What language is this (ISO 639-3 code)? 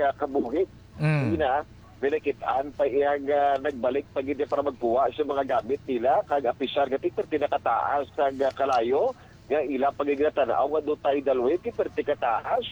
hil